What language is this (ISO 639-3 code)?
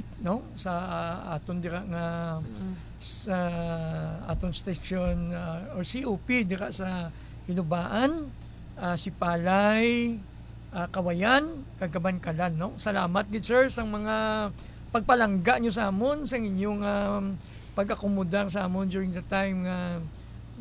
hil